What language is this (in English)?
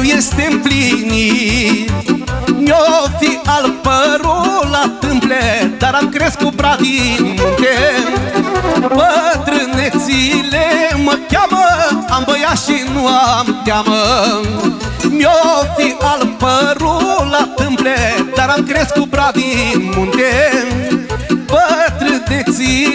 Romanian